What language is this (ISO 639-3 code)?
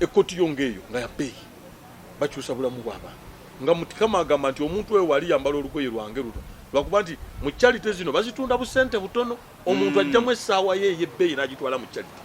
lug